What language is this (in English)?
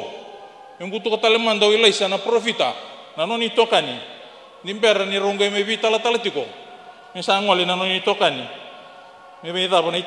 Fijian